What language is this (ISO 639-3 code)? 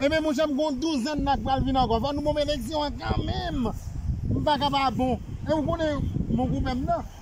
hat